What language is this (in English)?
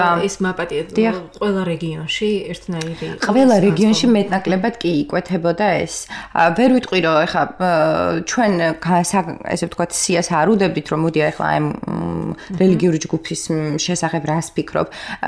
Georgian